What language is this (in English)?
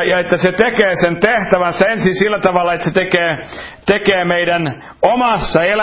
Finnish